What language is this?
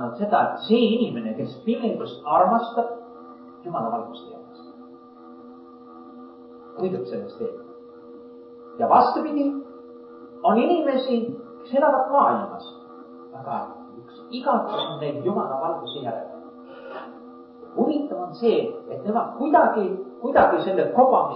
Estonian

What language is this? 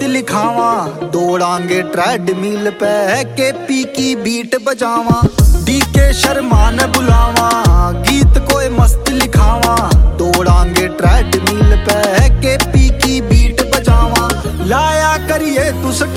Haryanvi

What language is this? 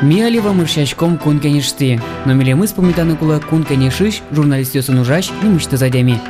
Udmurt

